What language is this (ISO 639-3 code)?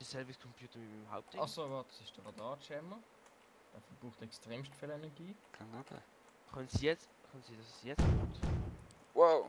gsw